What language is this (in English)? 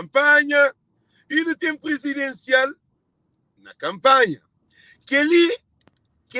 Kabuverdianu